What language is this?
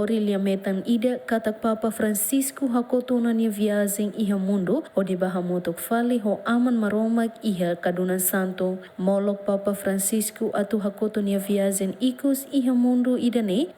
Tetum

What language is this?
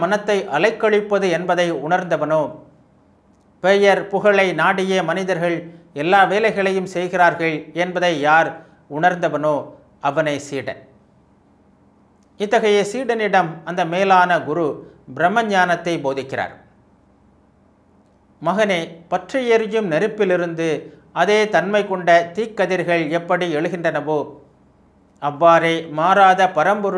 Tamil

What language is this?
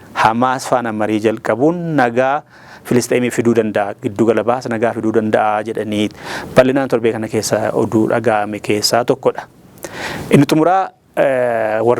Oromo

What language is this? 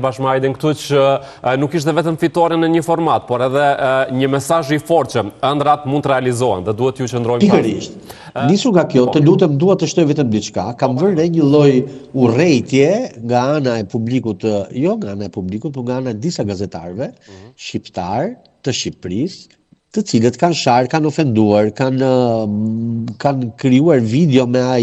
Albanian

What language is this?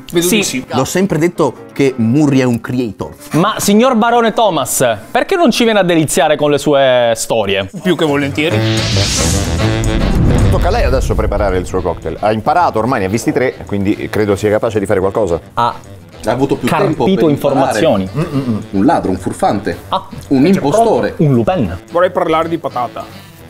Italian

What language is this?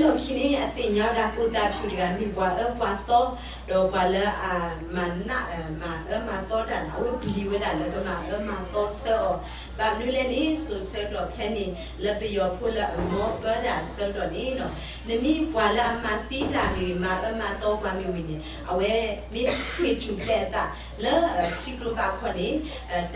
S'gaw Karen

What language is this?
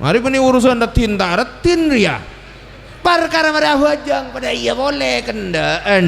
Madurese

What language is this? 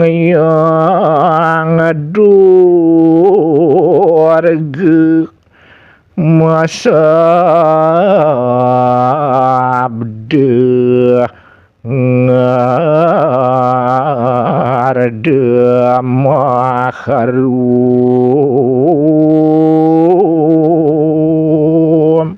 Balinese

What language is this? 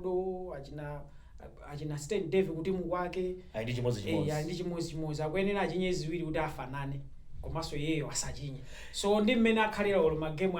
Nyanja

